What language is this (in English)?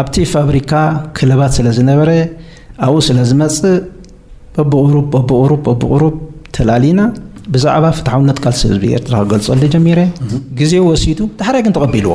Tigrinya